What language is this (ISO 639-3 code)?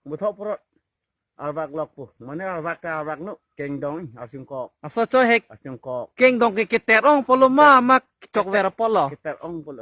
mjw